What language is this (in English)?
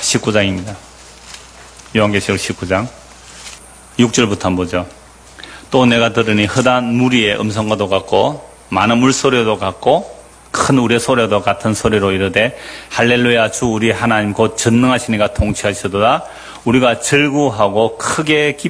Korean